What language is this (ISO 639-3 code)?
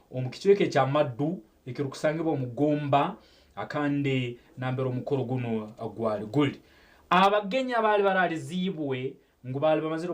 nyn